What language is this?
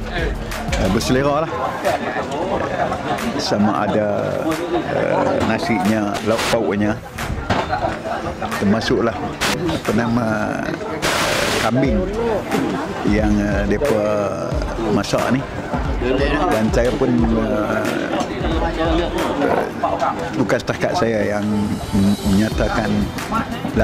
Malay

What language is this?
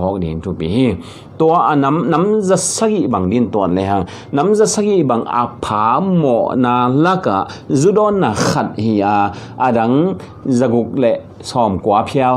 Tedim Chin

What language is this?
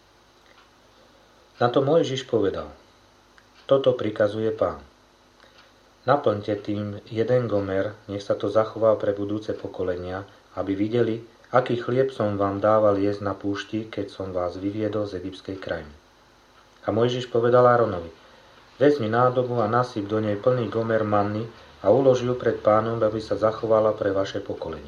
Slovak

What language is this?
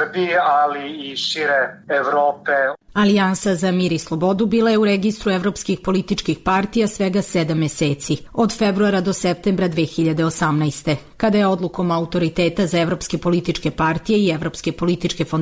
Serbian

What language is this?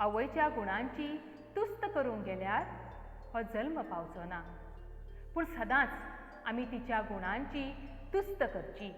Konkani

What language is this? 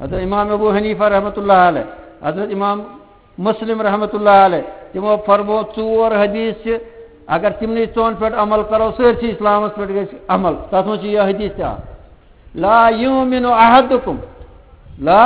Kashmiri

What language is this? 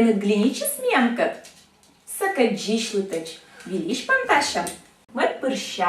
Komi-Permyak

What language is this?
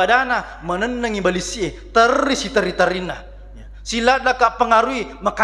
Buginese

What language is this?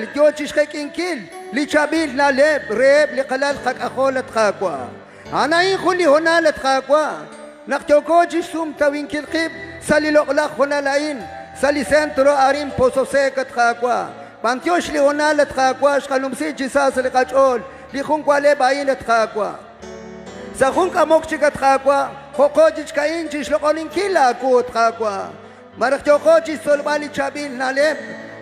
Kekchí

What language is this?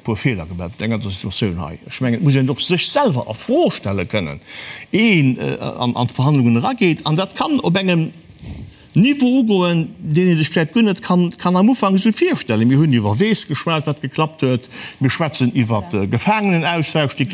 Luxembourgish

